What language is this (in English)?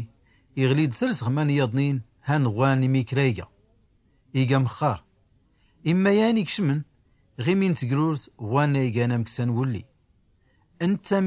Tachelhit